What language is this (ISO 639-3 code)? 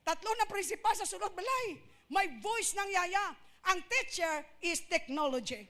hil